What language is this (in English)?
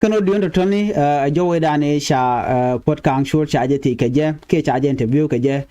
Nuer